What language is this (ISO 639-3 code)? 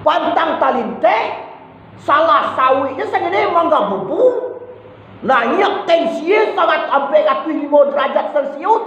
min